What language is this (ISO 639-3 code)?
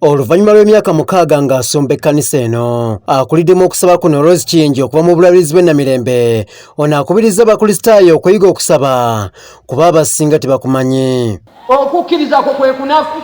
lug